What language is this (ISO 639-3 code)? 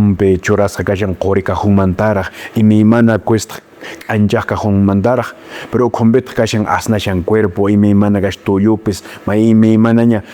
que